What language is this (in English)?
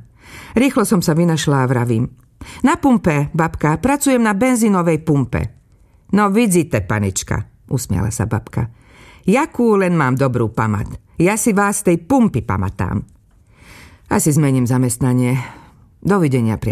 Slovak